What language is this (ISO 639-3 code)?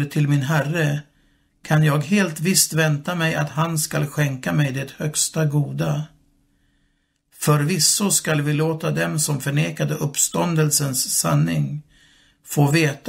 swe